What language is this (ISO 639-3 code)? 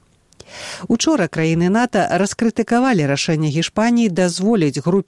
bel